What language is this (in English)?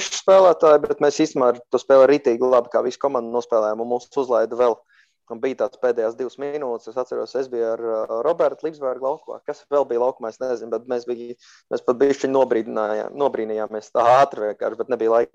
Latvian